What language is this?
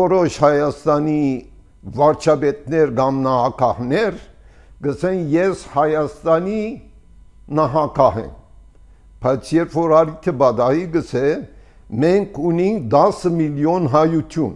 Armenian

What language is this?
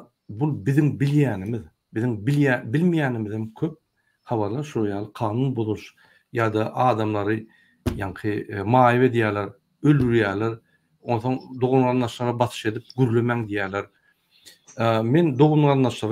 Turkmen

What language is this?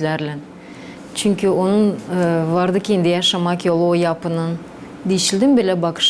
Gagauz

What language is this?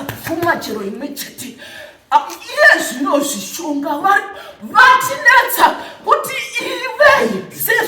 Shona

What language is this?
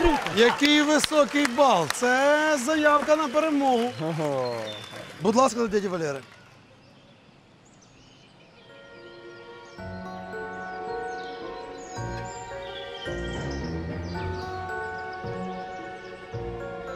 Ukrainian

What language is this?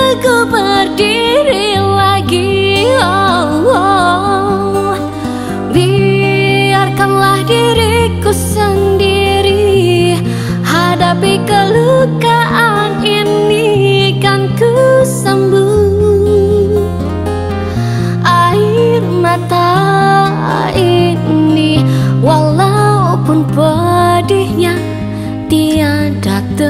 Indonesian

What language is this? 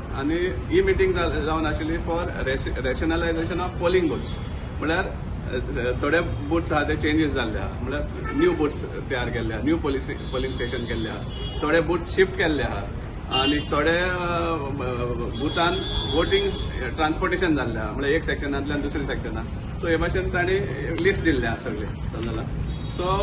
Konkani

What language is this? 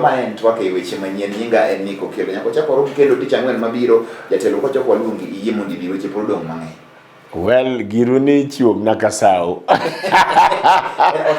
Luo (Kenya and Tanzania)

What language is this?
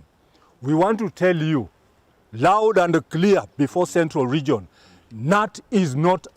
Kamba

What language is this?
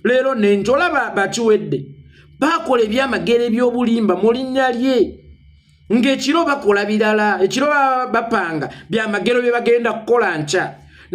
Ganda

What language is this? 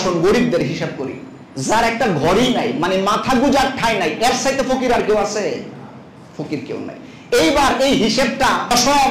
Bangla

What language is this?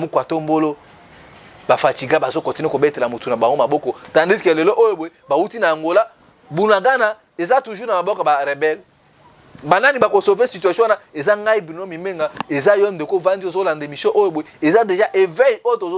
Lingala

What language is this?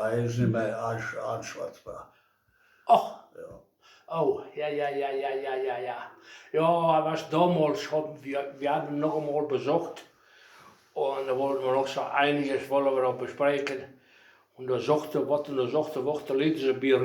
Westphalien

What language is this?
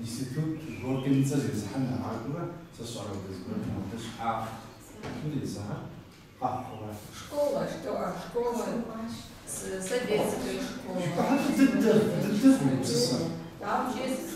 Kabardian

